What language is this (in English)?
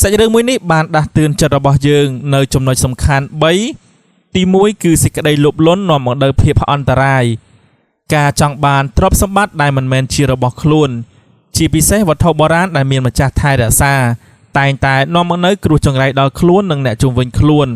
Khmer